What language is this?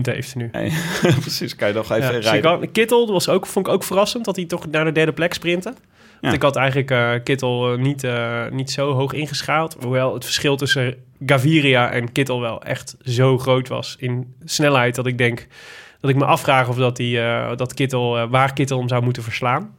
Dutch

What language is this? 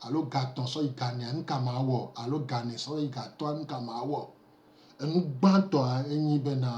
Gen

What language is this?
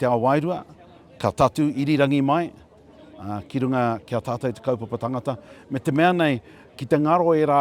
Māori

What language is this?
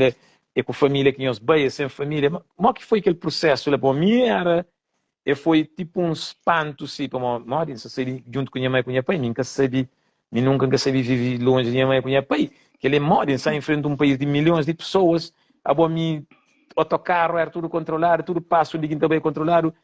Kabuverdianu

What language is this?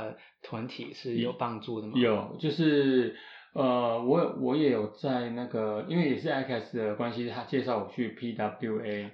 Chinese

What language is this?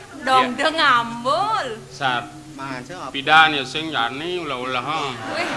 Balinese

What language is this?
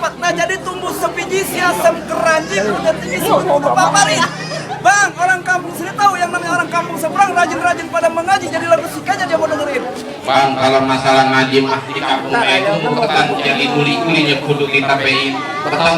Betawi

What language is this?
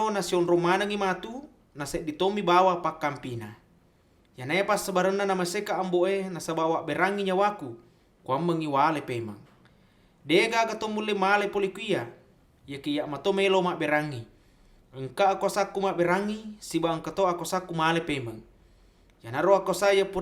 Buginese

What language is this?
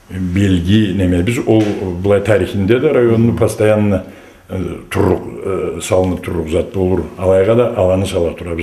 Karachay-Balkar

